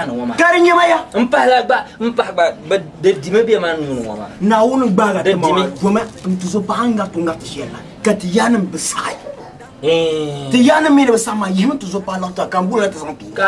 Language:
Dagbani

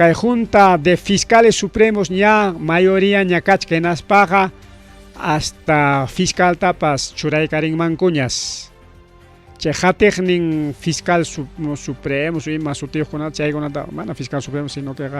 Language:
Ayacucho Quechua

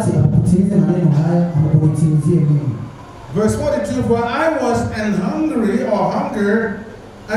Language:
Swahili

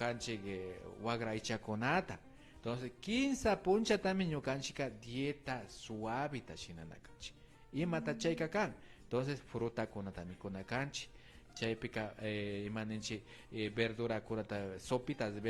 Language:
Imbabura Highland Quichua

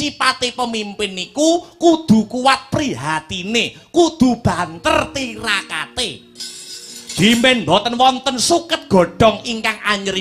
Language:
Javanese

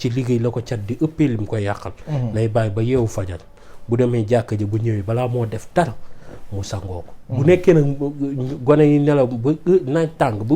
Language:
Wolof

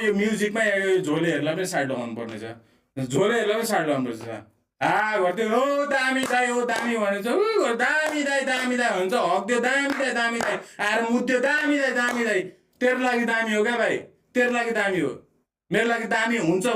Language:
Nepali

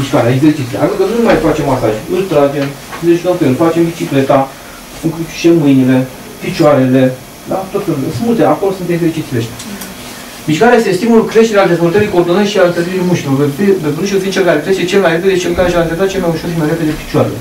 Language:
Romanian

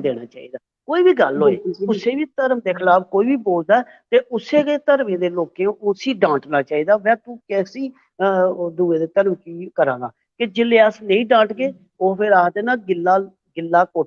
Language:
Dogri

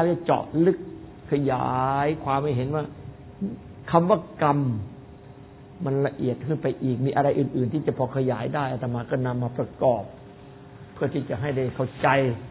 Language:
Thai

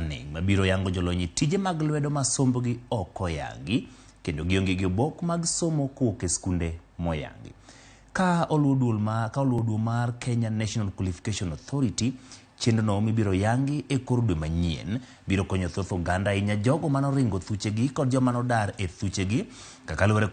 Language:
Luo (Kenya and Tanzania)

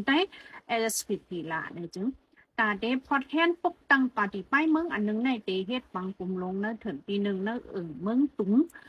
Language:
Shan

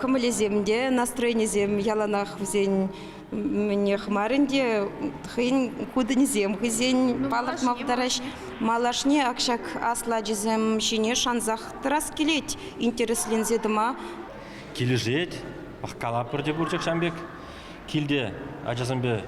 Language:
Chuvash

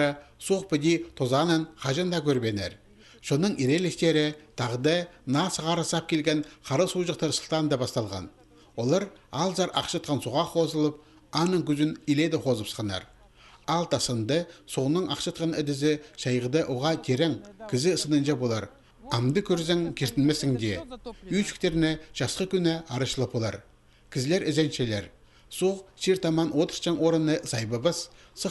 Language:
Khakas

